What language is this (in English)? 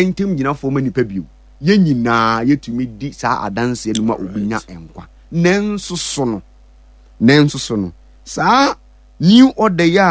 Akan